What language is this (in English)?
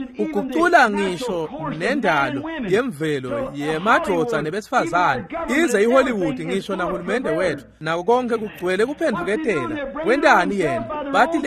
Swati